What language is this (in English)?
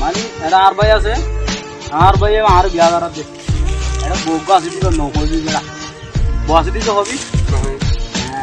Rohingya